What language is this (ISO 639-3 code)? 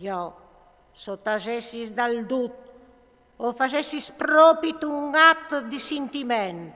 fur